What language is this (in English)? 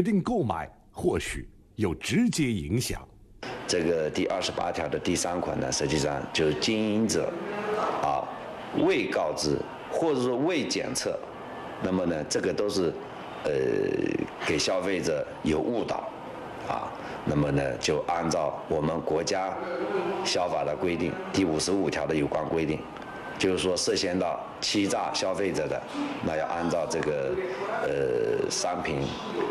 Chinese